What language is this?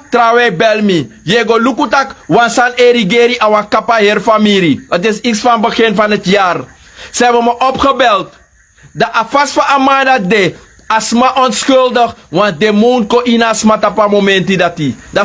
Sranan Tongo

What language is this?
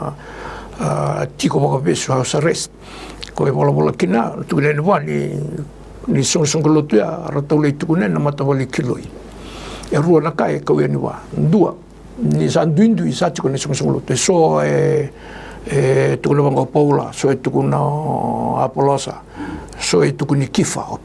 Fijian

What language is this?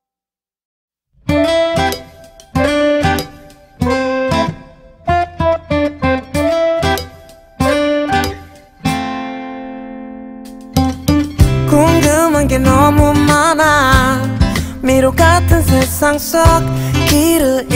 Korean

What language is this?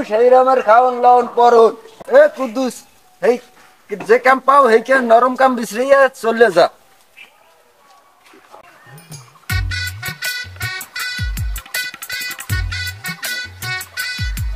Bangla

